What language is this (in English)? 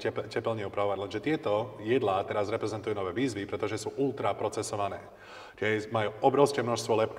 Slovak